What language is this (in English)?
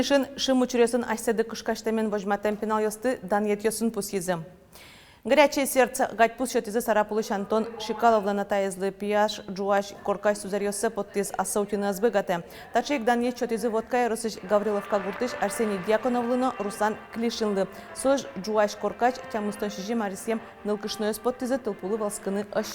Udmurt